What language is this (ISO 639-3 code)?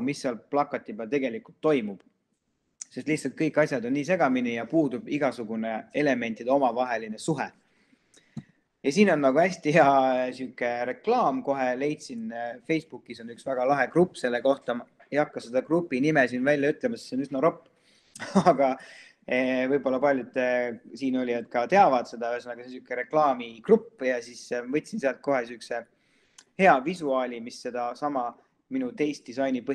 est